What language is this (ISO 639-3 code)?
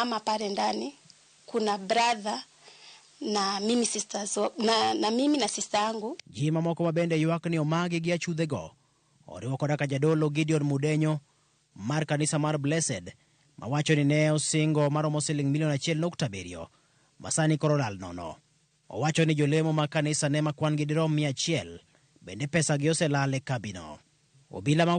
luo